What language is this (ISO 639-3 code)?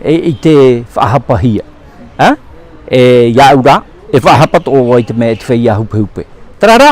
tah